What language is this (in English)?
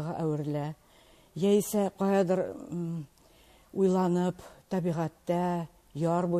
Tatar